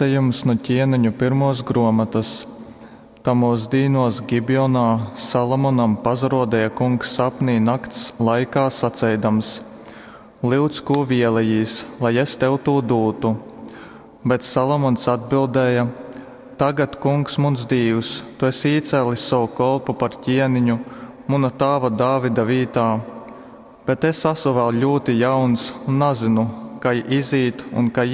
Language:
Latgalian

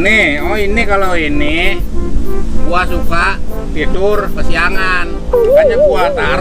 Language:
Betawi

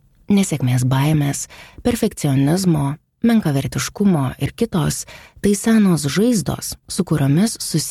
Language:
Lithuanian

